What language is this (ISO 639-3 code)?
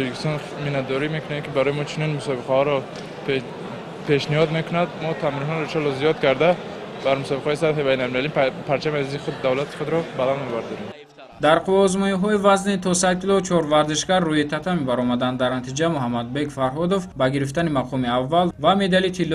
tgk